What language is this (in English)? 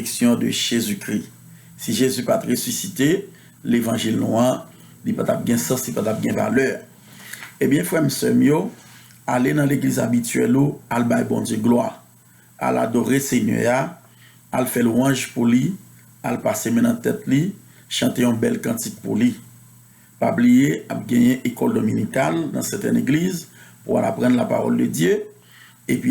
Haitian Creole